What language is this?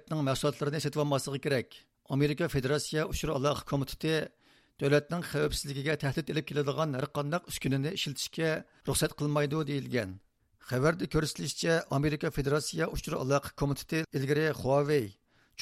Uyghur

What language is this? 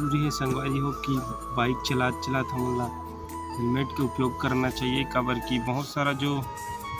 Chhattisgarhi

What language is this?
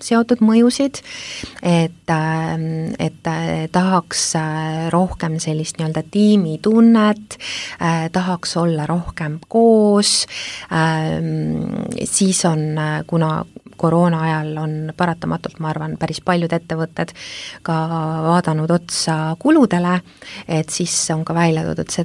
Estonian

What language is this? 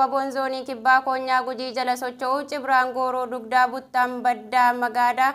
Oromo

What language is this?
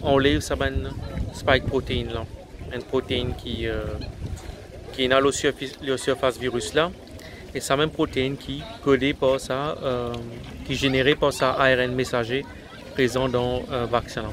Morisyen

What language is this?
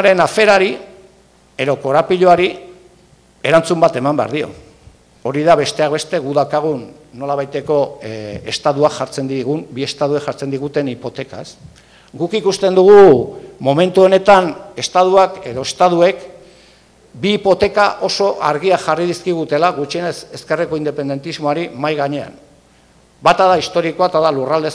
Basque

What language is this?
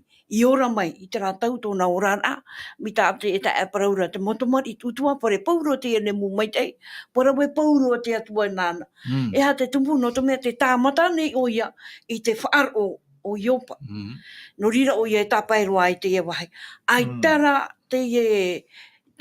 Tahitian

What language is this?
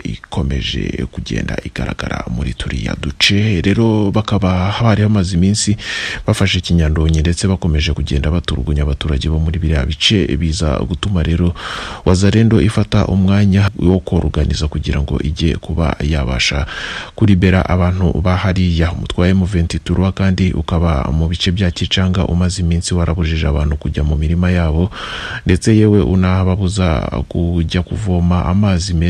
Kinyarwanda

